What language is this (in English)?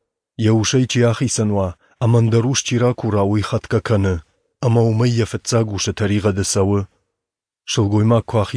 Ossetic